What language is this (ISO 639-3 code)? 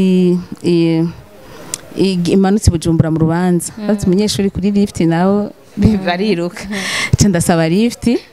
run